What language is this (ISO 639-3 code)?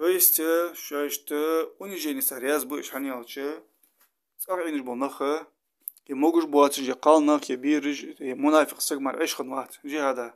inh